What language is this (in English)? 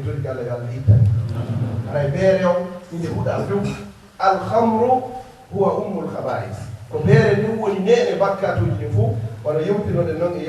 Fula